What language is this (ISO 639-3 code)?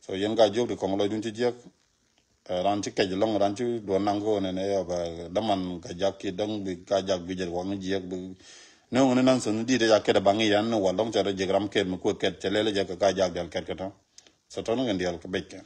nus